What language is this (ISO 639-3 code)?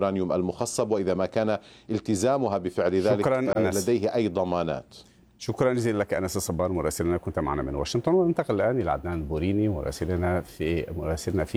ara